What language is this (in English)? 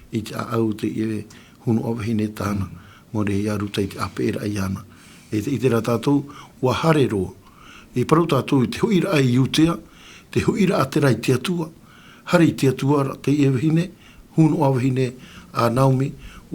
Tahitian